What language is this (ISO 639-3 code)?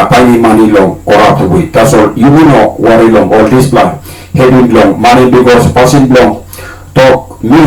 tpi